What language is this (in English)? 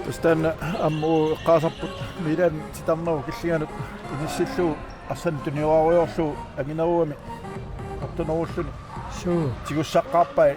Kalaallisut